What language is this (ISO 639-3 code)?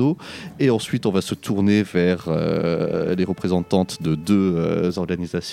fra